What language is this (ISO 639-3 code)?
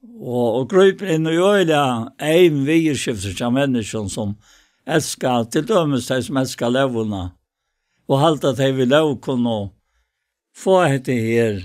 fao